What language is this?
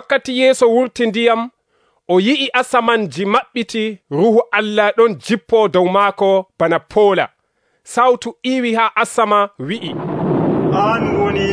Nigerian Fulfulde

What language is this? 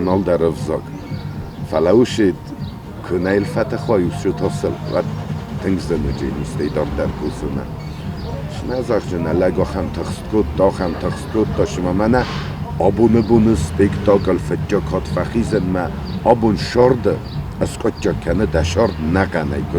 Ossetic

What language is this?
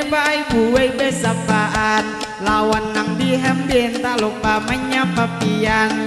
Banjar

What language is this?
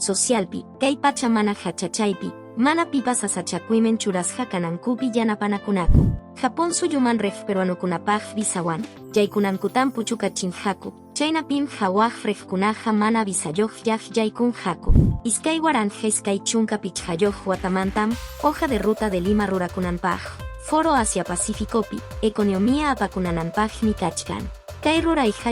Quechua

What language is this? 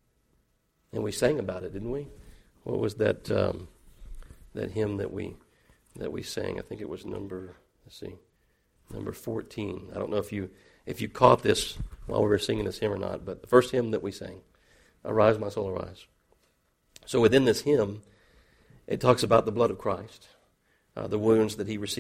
English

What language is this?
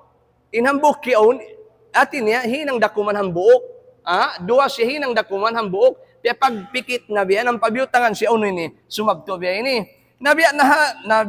Tausug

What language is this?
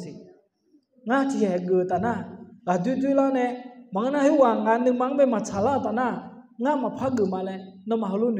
Akha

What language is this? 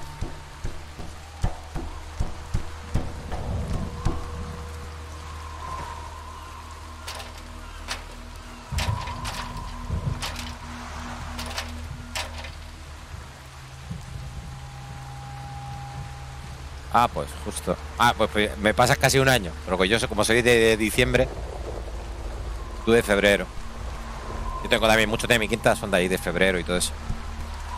Spanish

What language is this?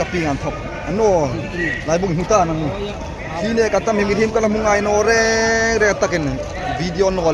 Hmar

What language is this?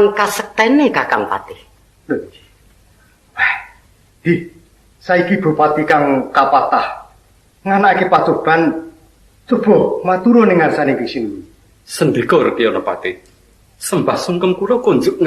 Javanese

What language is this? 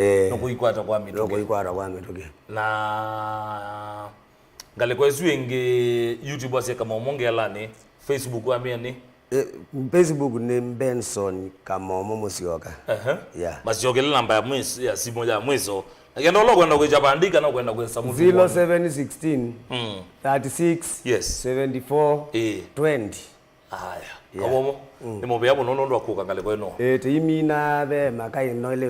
Kamba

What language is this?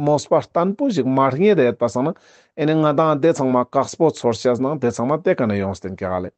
Ladakhi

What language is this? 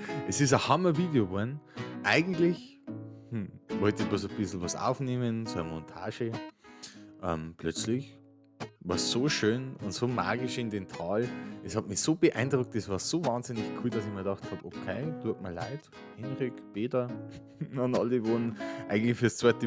Bavarian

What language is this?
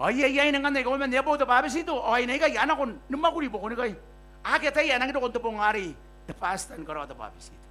Gilbertese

